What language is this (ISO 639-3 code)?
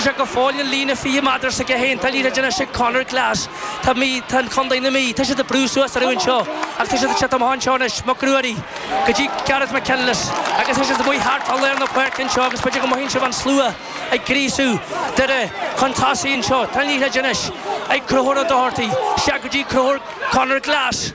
gle